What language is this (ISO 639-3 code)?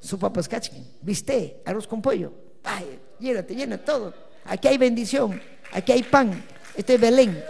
quy